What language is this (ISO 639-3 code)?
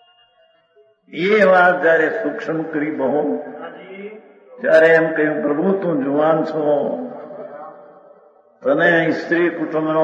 guj